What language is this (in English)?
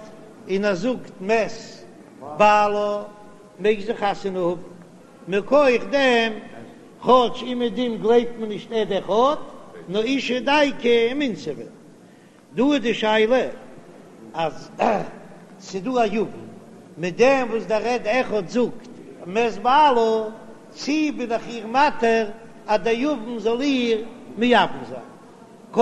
Yiddish